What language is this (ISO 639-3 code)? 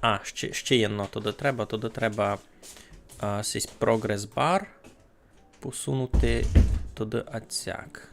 rue